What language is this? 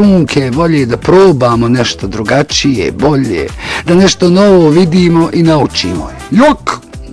Bosnian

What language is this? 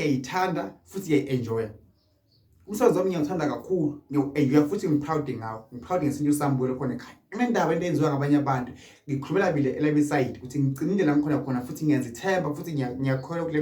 Zulu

